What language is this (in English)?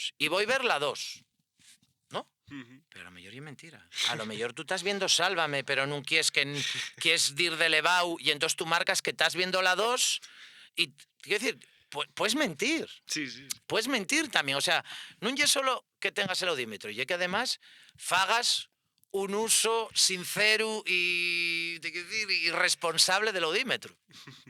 Asturian